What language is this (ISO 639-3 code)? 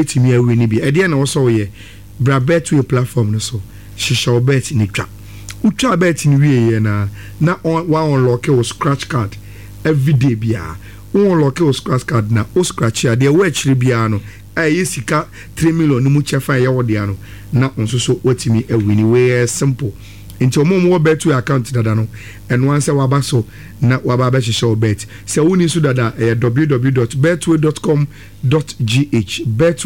aka